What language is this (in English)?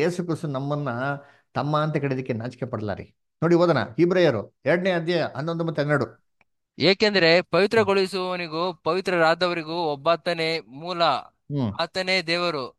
Kannada